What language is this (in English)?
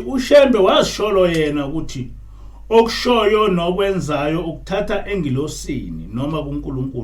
Zulu